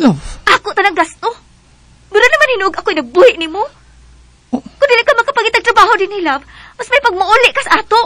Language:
Cebuano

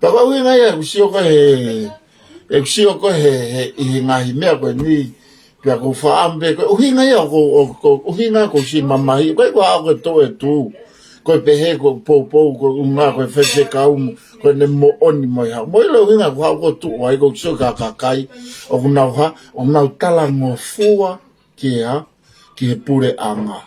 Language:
Tongan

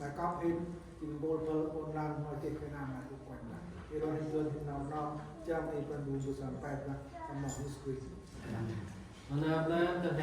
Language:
Central Mnong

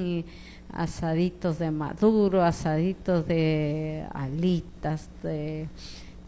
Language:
Chimborazo Highland Quichua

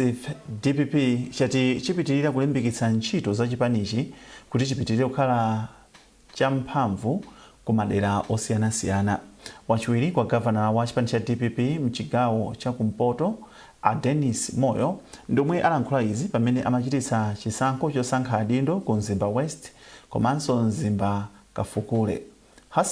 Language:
Nyanja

